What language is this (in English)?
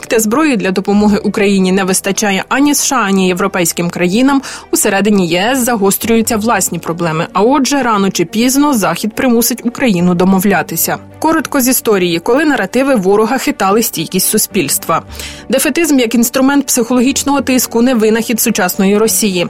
Ukrainian